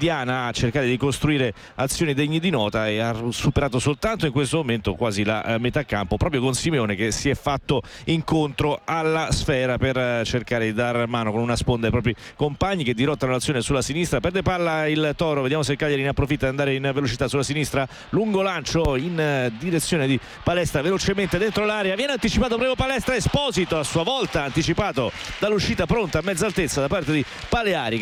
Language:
Italian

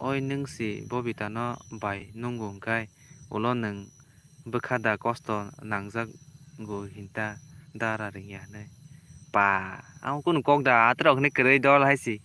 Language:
Kok Borok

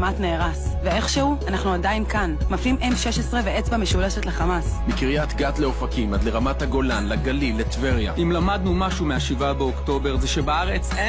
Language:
Hebrew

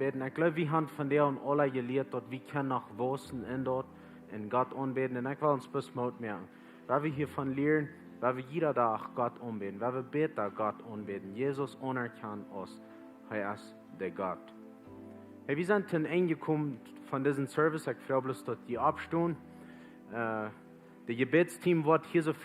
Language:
Plautdietsch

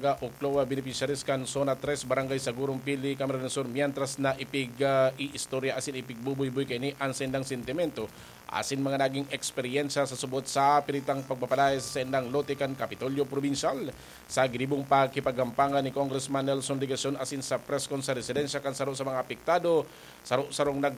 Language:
Bikol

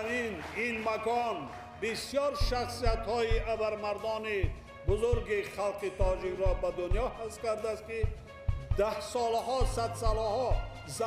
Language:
Tajik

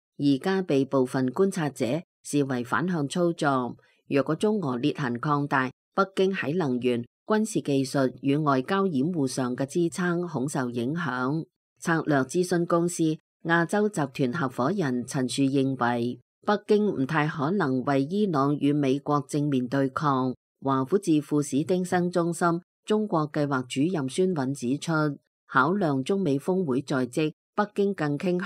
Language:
Cantonese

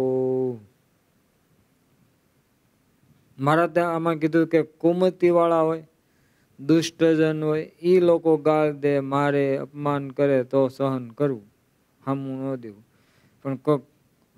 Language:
Gujarati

